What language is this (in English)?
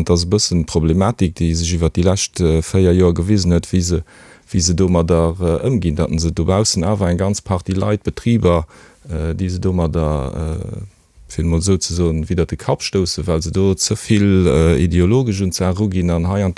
Luxembourgish